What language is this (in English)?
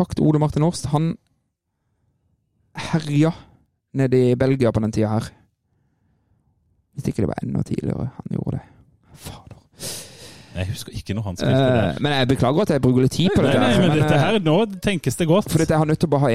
Norwegian